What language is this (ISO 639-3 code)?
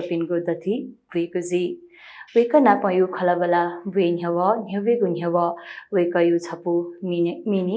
new